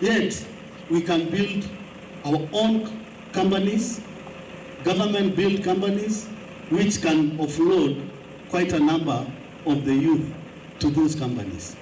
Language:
Kamba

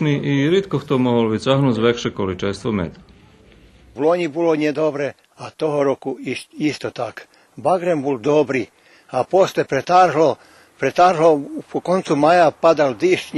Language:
Rusyn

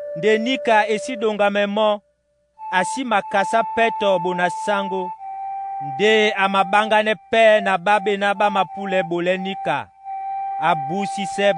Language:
Duala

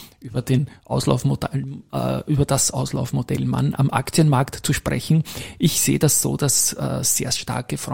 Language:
German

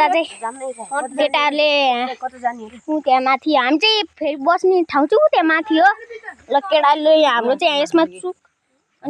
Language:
Nepali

